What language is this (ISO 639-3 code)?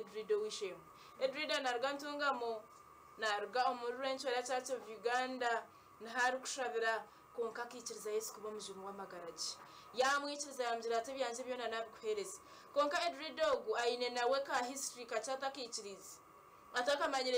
nyn